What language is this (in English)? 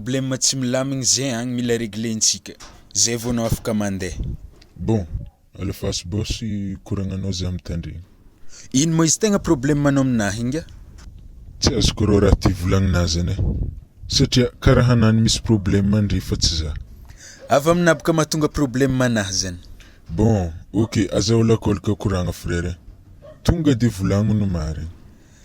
Malagasy